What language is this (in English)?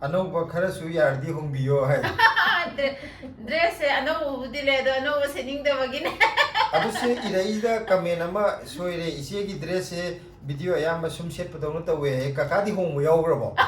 Manipuri